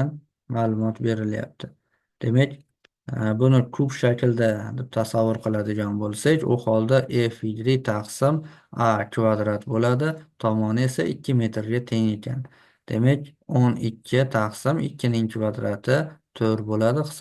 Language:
Uzbek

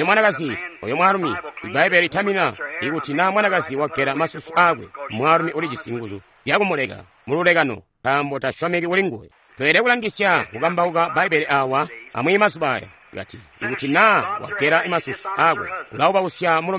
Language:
Tonga (Zambia)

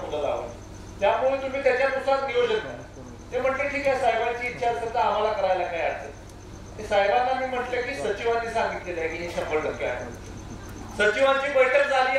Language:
Marathi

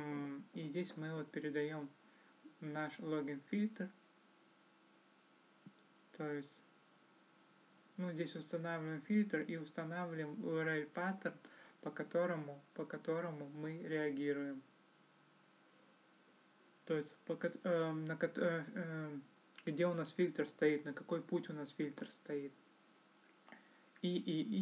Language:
Russian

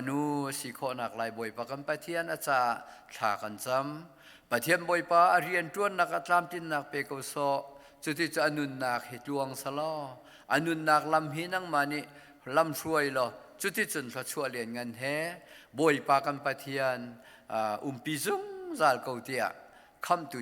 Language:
Hakha Chin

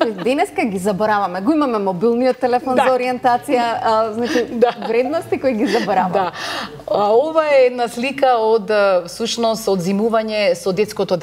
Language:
Macedonian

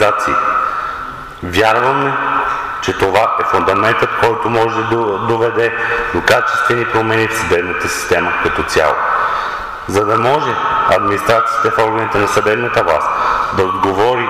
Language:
Bulgarian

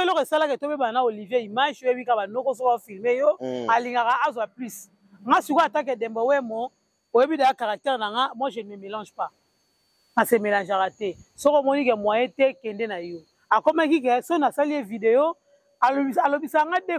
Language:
Lingala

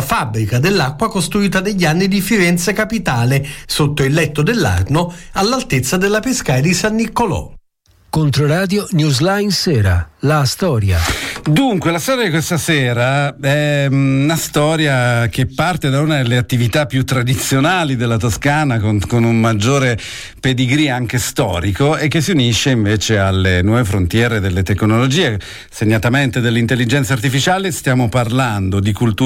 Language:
Italian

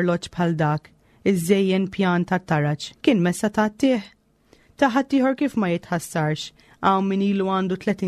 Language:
Maltese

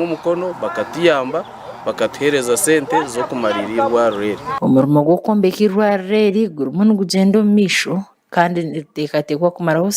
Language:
Nyankole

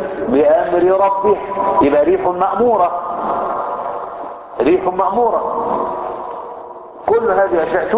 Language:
Arabic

